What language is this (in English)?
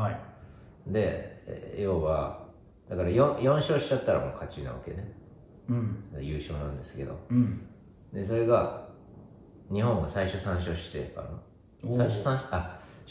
Japanese